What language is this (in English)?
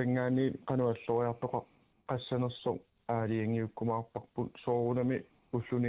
Kalaallisut